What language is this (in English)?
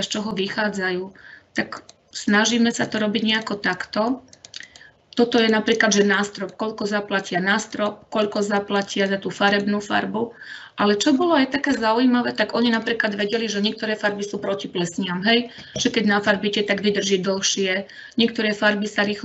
Slovak